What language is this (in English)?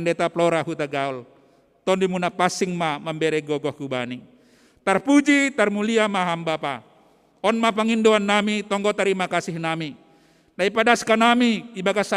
Batak Simalungun